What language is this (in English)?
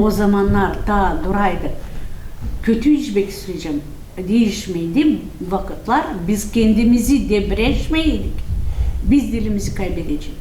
Gagauz